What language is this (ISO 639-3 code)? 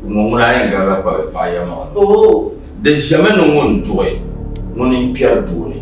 dag